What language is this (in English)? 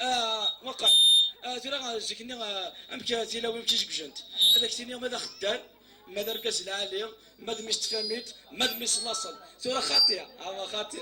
Kabyle